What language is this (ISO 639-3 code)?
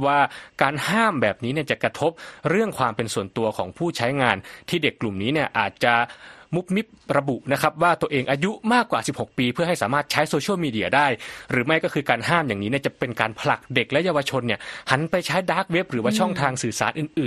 tha